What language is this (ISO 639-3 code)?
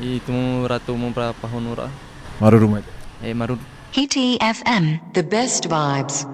tah